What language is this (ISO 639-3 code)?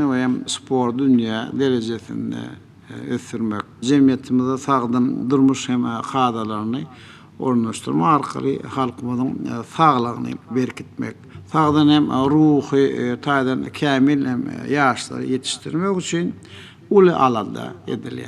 tuk